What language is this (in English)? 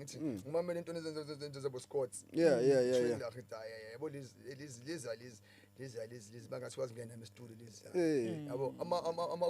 Zulu